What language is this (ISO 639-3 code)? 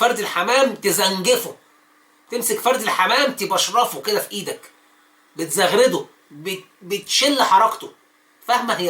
arz